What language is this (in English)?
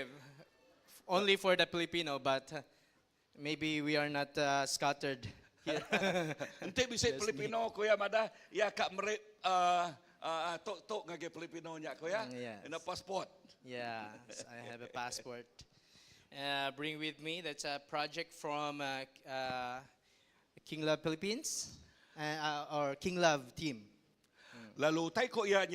Iban